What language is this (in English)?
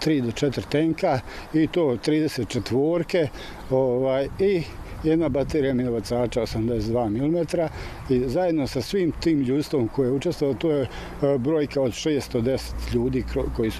Bosnian